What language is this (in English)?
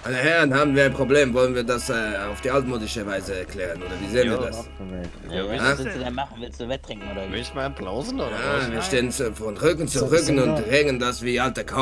Swiss German